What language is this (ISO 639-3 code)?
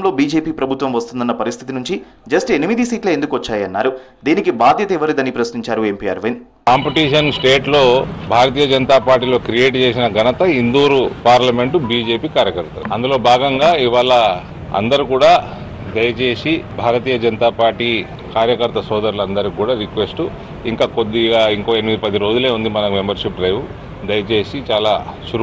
tel